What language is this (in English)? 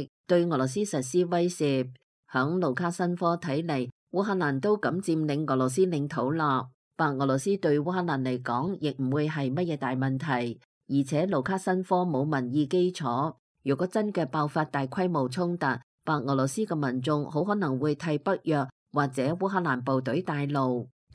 Cantonese